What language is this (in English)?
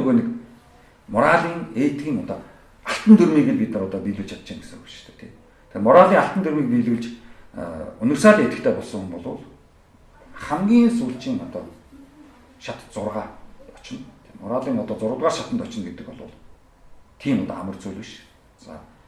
Mongolian